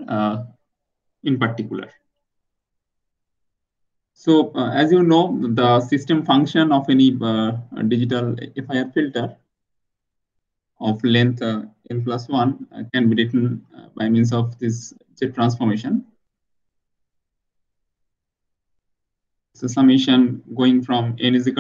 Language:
English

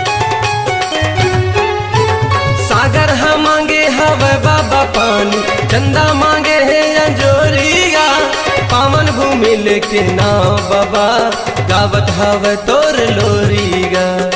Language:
Chhattisgarhi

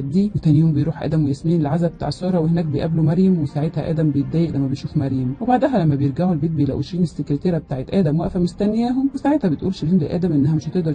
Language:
Egyptian Arabic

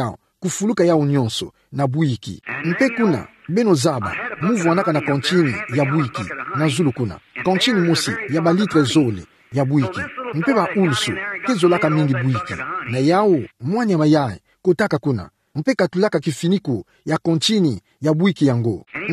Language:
Kituba (Democratic Republic of Congo)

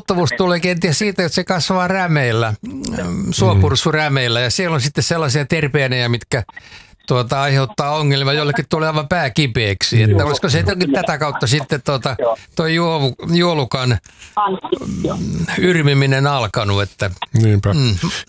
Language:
Finnish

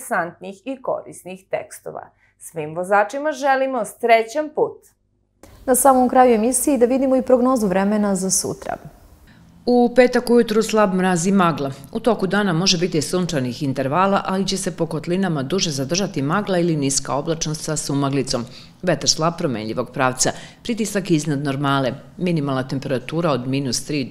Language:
Serbian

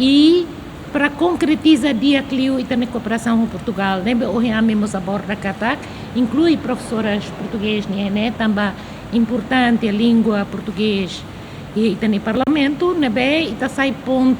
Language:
Tetum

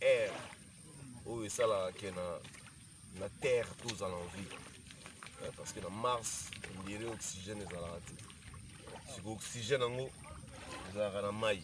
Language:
Lingala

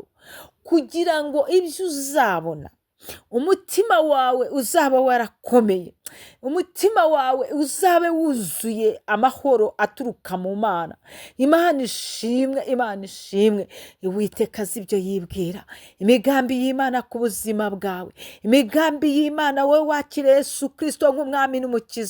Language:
Kinyarwanda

